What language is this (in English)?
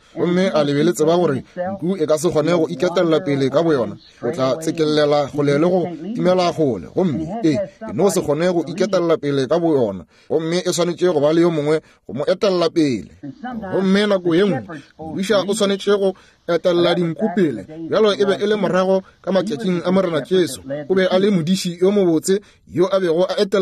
Northern Sotho